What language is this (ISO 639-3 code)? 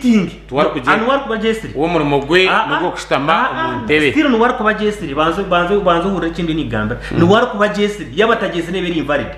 nyn